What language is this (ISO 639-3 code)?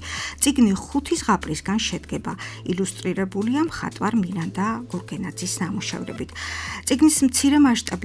kat